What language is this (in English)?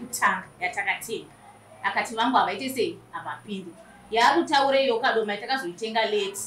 Shona